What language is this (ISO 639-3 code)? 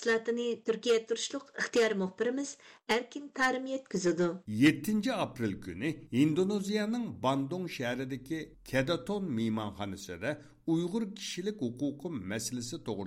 uig